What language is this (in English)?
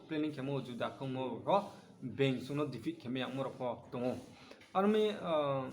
Riang (India)